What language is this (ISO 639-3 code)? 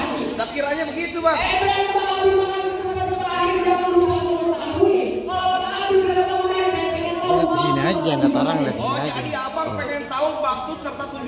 bew